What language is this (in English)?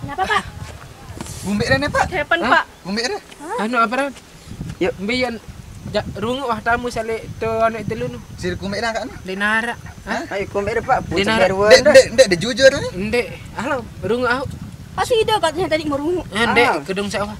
Sasak